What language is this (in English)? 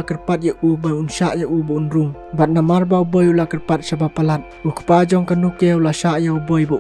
Khasi